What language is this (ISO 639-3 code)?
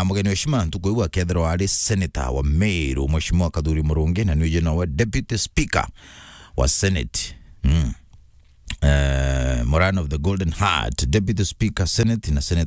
mer